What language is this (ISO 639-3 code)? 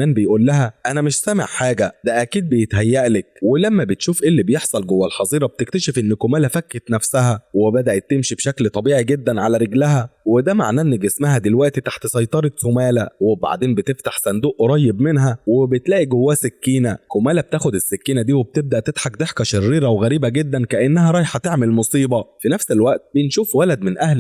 arz